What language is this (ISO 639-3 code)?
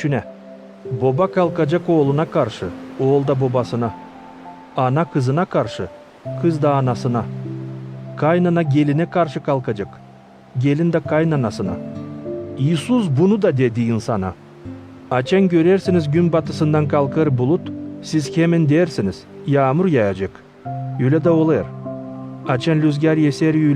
gag